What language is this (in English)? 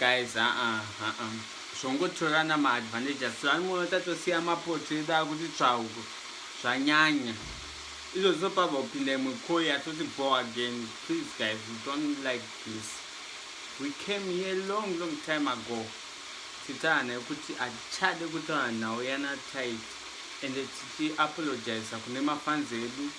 Shona